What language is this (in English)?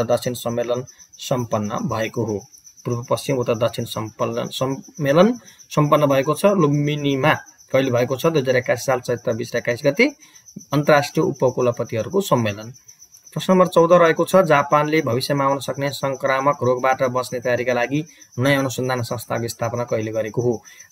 Nepali